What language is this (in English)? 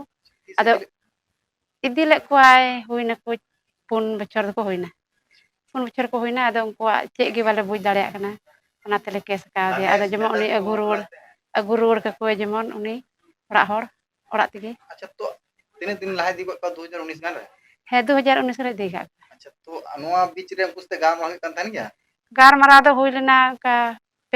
Santali